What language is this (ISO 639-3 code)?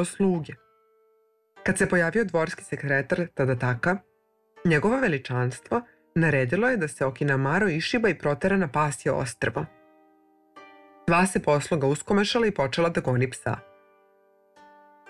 srp